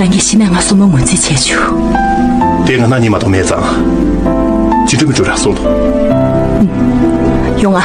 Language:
Tibetan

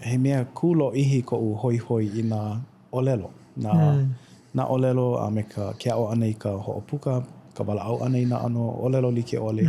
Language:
Hawaiian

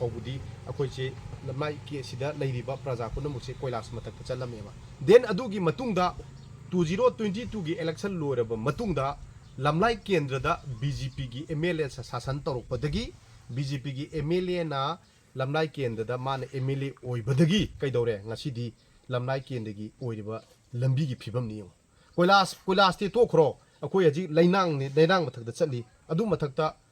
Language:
Manipuri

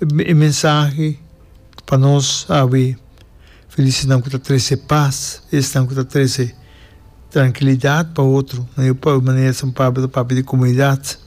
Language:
Papiamento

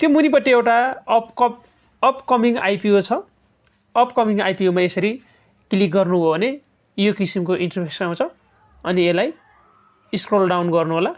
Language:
Nepali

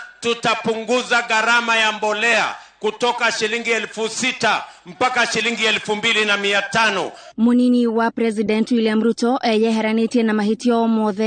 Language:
Kikuyu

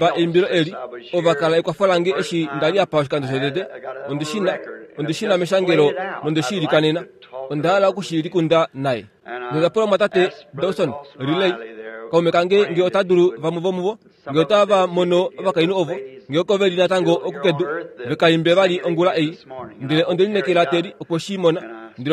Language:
Kuanyama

